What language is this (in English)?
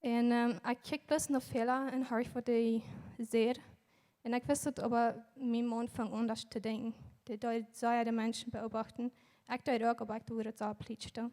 Plautdietsch